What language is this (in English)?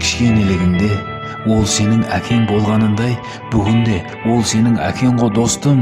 Kara-Kalpak